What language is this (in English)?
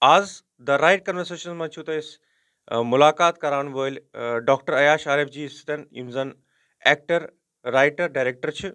Kashmiri